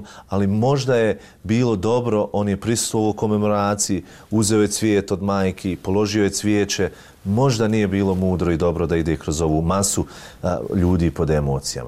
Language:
Bosnian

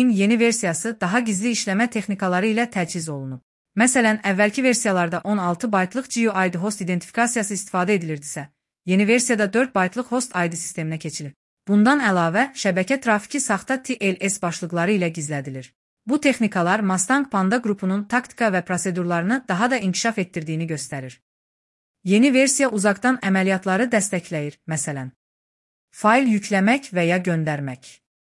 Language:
Azerbaijani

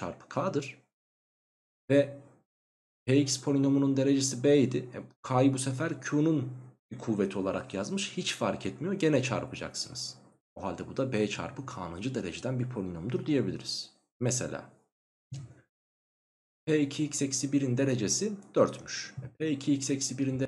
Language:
Turkish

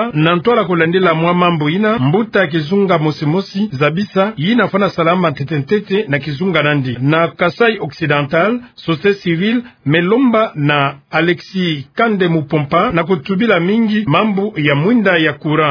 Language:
Kituba (Democratic Republic of Congo)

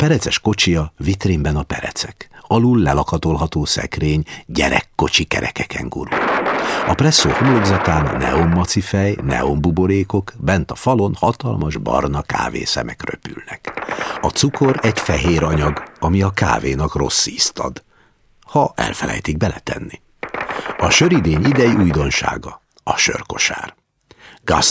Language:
Hungarian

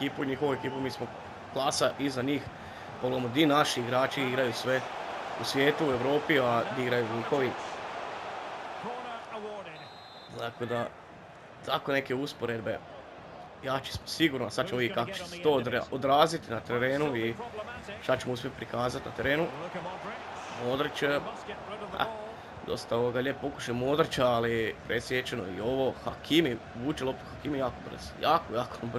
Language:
Croatian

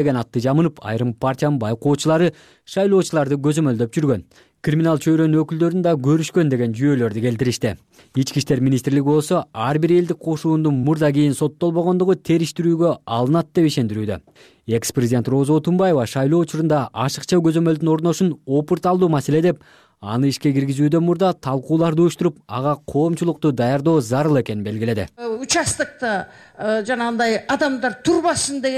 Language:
Kyrgyz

